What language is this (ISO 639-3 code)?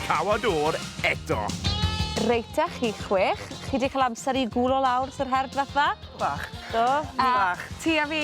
cym